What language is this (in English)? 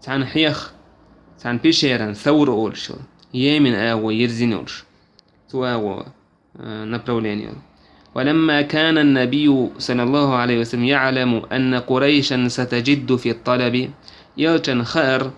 Chechen